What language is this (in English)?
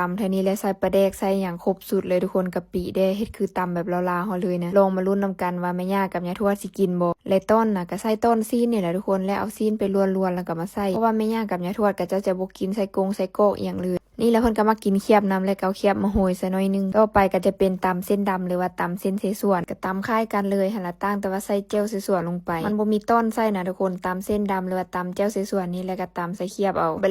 Lao